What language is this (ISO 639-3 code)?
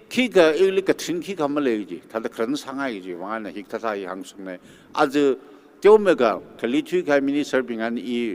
nmf